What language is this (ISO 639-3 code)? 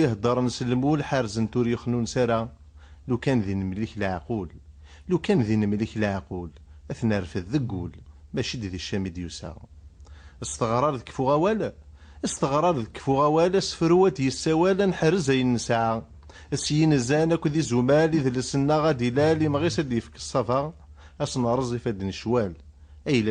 kab